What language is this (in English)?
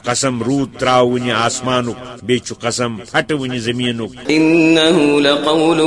Kashmiri